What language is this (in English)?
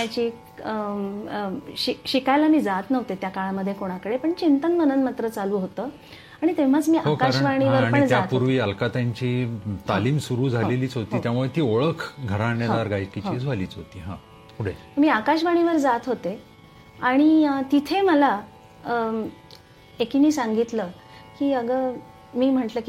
Marathi